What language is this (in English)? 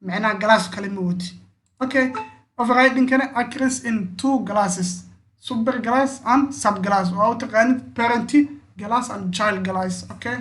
Somali